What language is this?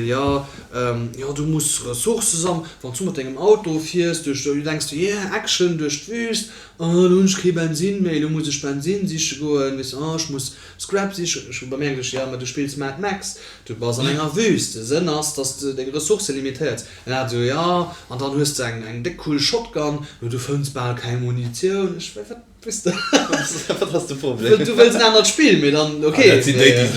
Luxembourgish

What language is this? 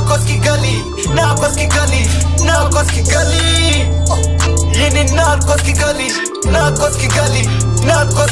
Kinyarwanda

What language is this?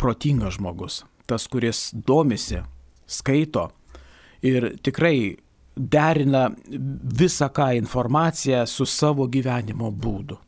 Lithuanian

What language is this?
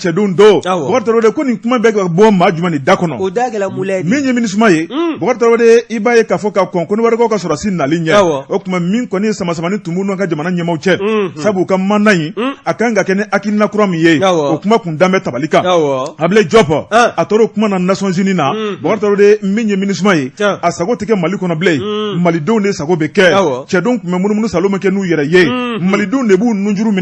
Bambara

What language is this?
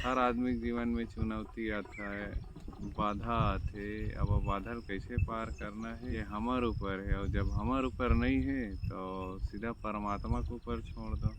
Chhattisgarhi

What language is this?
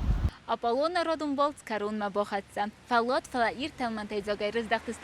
Ossetic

